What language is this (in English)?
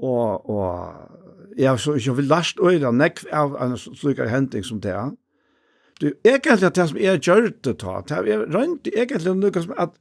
Faroese